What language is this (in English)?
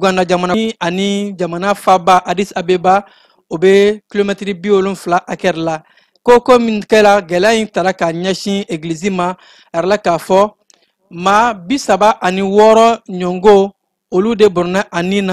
Bambara